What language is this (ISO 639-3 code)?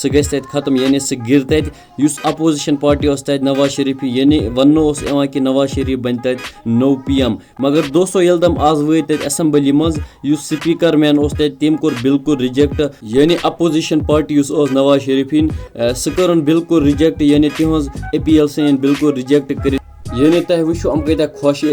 kas